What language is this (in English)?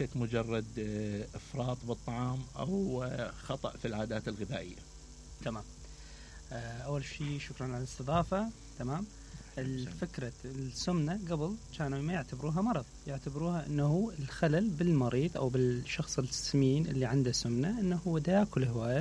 Mesopotamian Arabic